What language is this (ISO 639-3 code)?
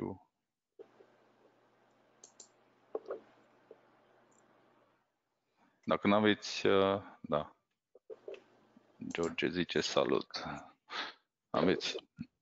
ron